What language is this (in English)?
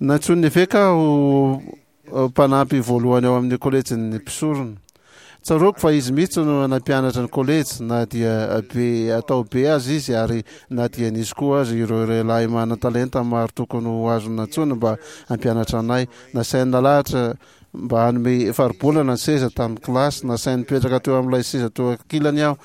Malagasy